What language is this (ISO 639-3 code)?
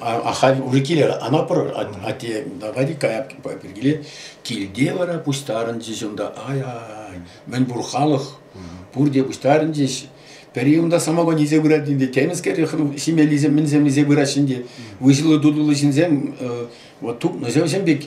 chv